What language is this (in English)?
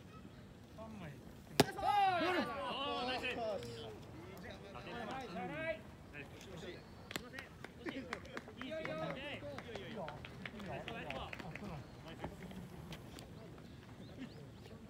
Japanese